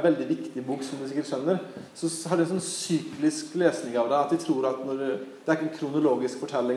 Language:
Norwegian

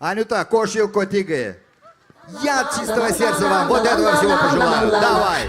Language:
Gagauz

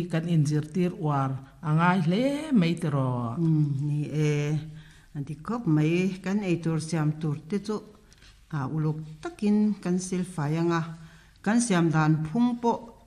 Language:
Mizo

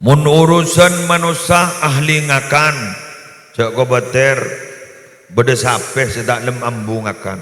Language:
Madurese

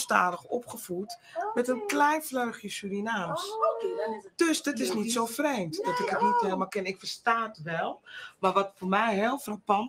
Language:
Dutch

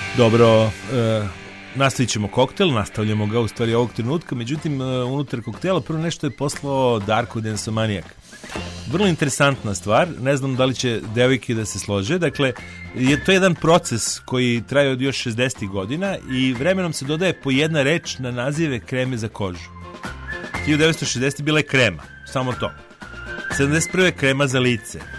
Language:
Serbian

